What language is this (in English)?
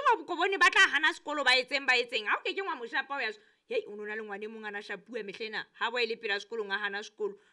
Southern Sotho